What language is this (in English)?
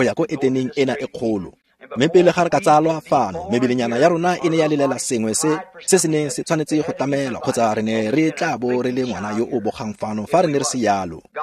Tswana